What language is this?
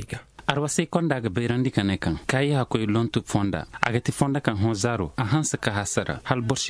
Zarma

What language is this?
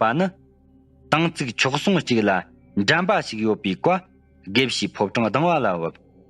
Tibetan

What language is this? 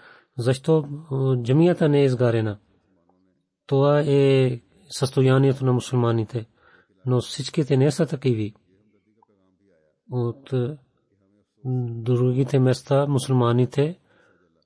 Bulgarian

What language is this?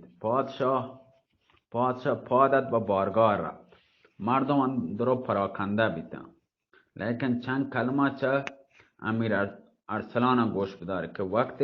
Baluchi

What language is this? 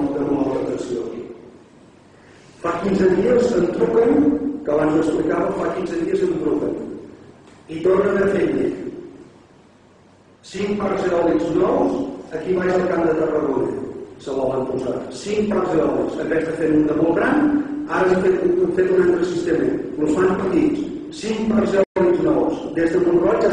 Catalan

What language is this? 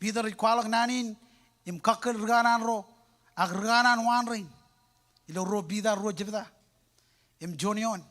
Marshallese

